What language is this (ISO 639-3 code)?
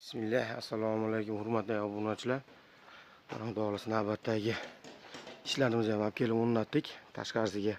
uzb